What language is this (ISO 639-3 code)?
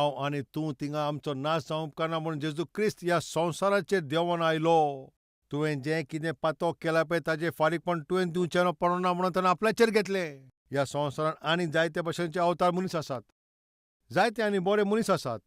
kok